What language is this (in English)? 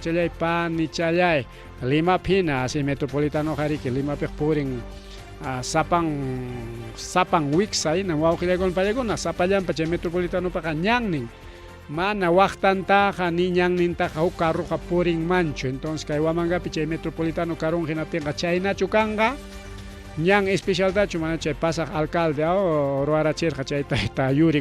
Ayacucho Quechua